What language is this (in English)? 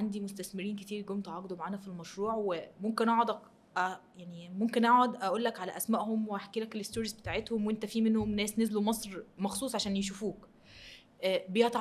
Egyptian Arabic